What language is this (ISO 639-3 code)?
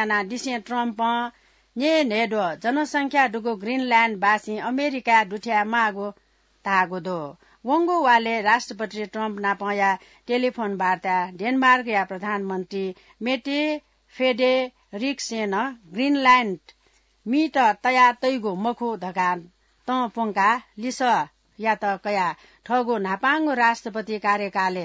new